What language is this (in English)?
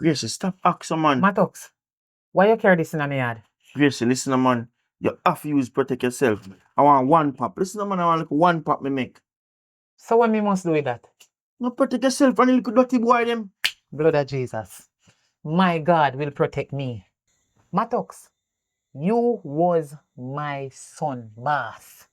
Jamaican Creole English